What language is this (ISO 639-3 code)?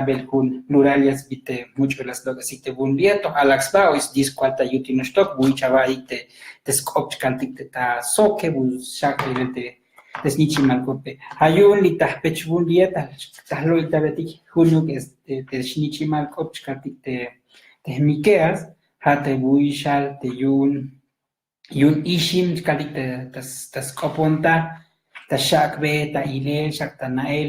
tzo